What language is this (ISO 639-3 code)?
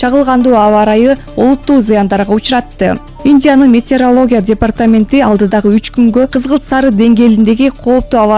kir